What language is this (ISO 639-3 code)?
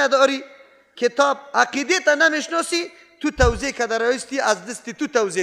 fas